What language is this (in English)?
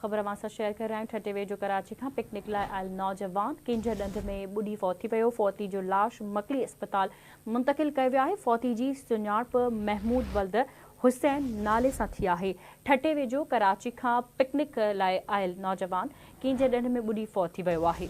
Sindhi